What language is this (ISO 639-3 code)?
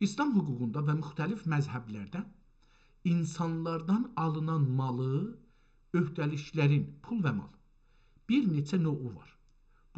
azb